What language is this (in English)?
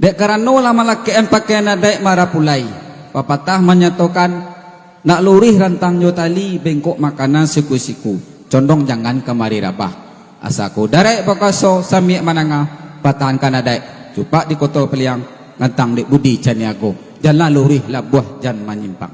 Minangkabau